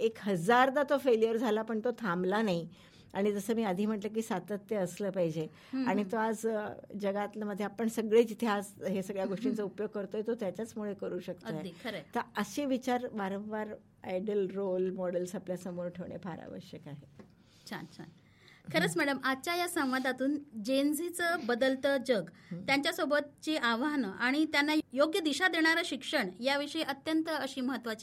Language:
Marathi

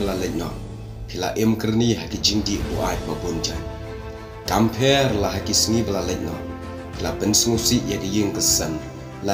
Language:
Khasi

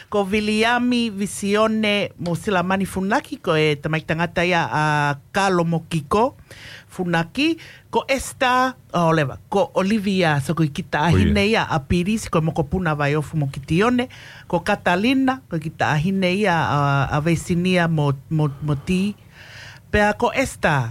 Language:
Tongan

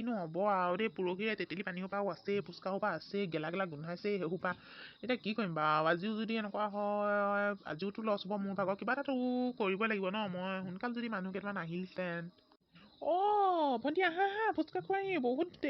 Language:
Assamese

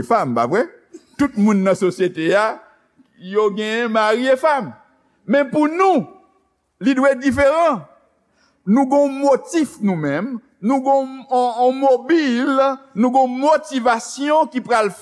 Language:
Haitian Creole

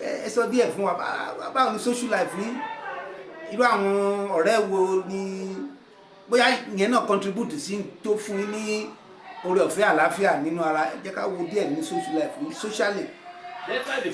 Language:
Yoruba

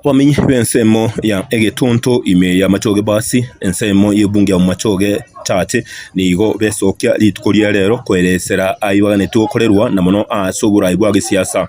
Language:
Gusii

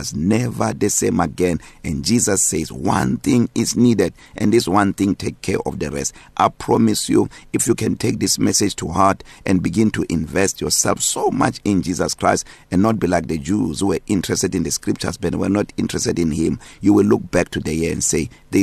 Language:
English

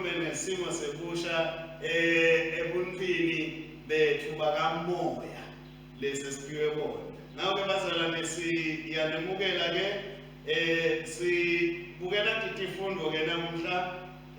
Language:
Swati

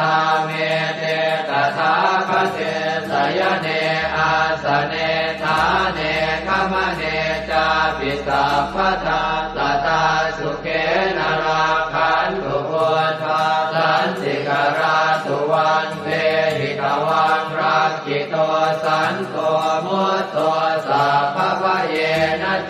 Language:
Pali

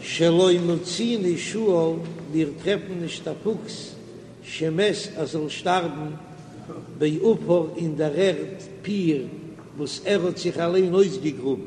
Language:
Yiddish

